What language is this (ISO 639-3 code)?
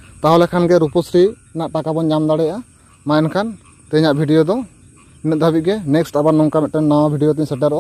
sat